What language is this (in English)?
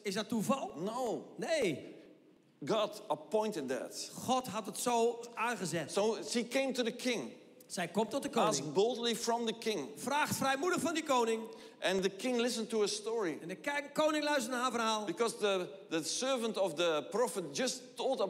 Dutch